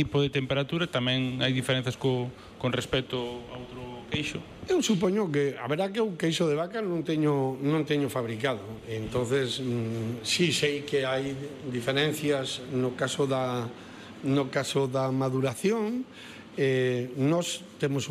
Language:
Galician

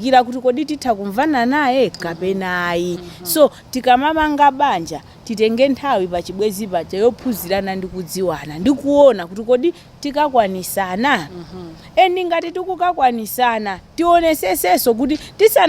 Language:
Nyanja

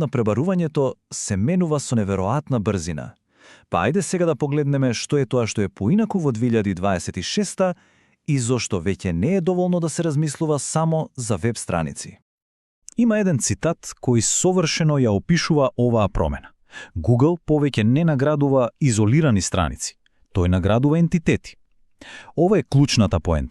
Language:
Macedonian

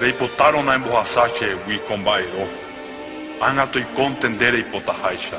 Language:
Guarani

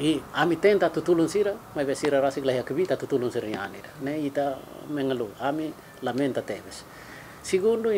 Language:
Tetum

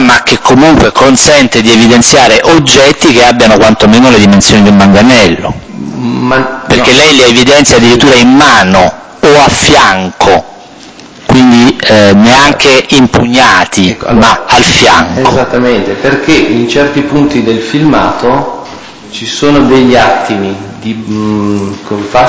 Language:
Italian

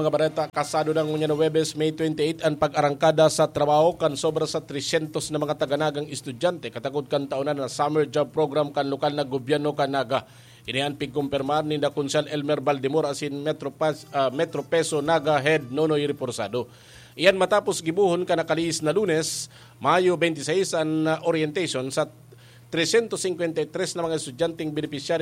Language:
Bikol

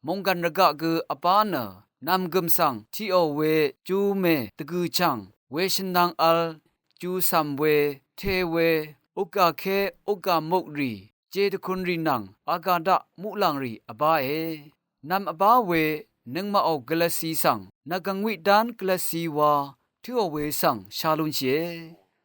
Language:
Rawang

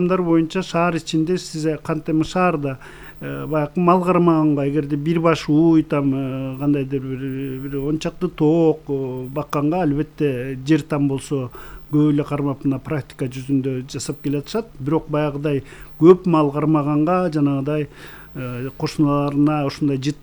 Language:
Kyrgyz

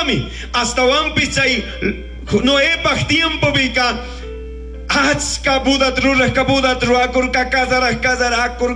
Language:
Chimborazo Highland Quichua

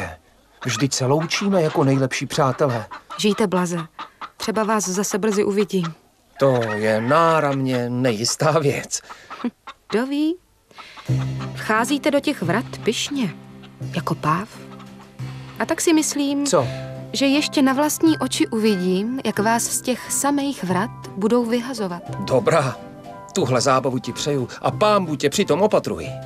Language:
Czech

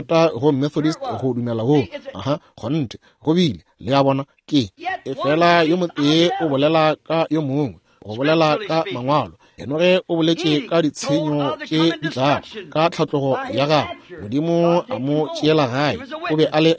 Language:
Northern Sotho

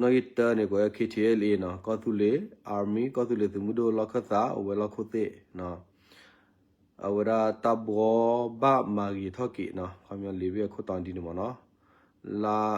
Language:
S'gaw Karen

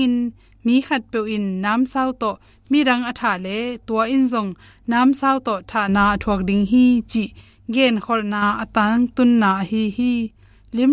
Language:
Tedim Chin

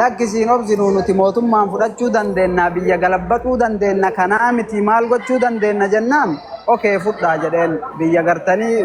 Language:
Oromo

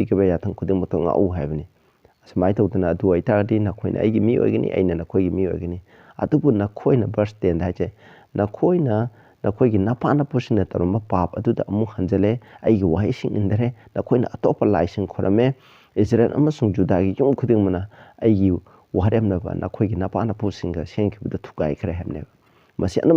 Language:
Manipuri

